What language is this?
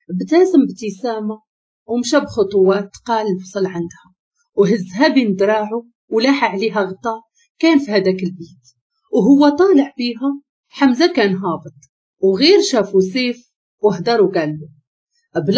Moroccan Arabic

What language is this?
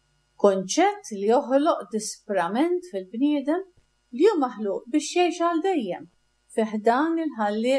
Maltese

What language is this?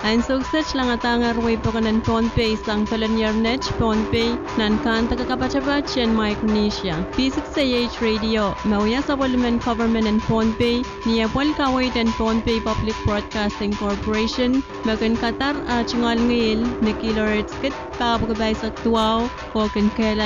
Pohnpeian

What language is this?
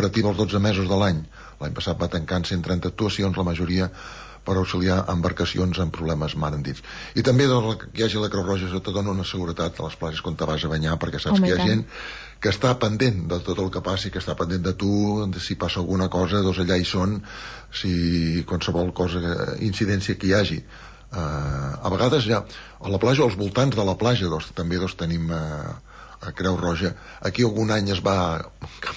Catalan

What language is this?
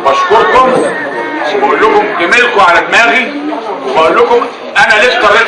Egyptian Arabic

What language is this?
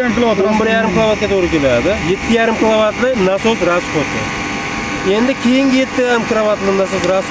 Uzbek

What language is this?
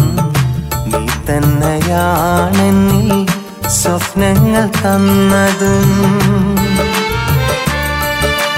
Malayalam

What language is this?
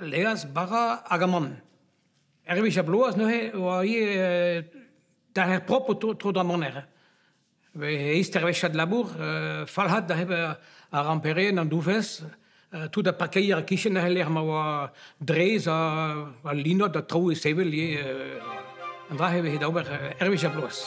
Breton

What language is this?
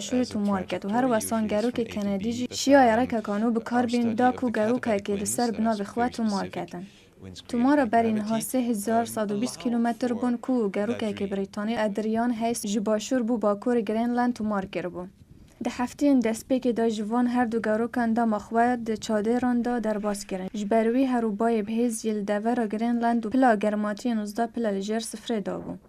Kurdish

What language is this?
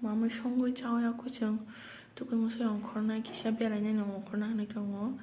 Kok Borok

